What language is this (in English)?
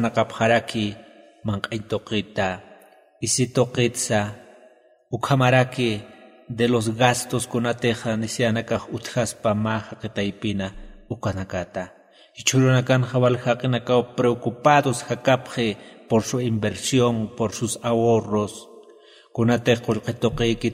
Aymara